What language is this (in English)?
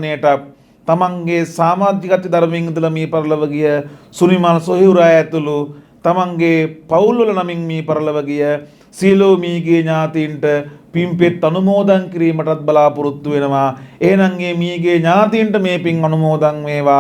Sinhala